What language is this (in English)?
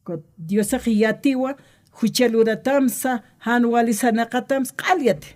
Aymara